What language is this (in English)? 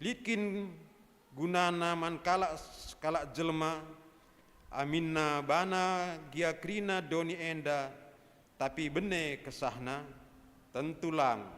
Batak Karo